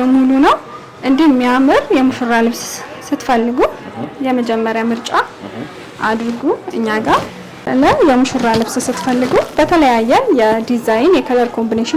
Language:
Amharic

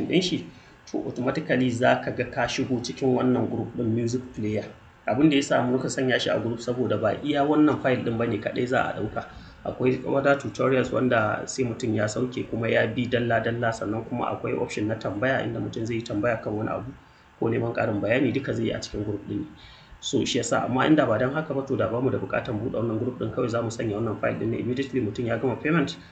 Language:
Hausa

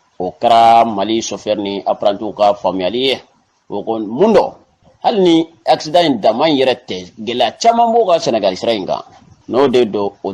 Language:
Bambara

